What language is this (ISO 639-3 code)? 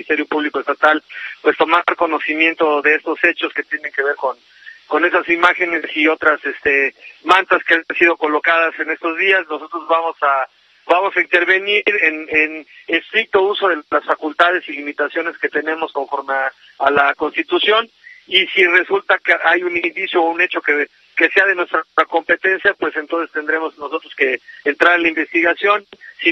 spa